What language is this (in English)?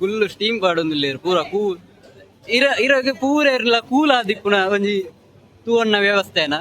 Tulu